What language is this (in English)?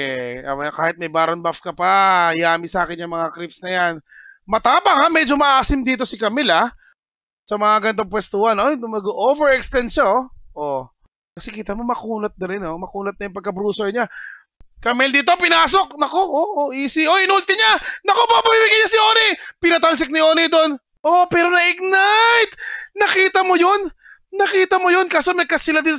Filipino